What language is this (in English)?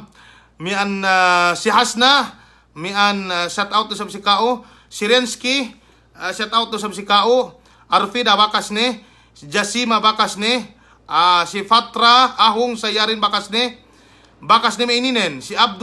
Yakan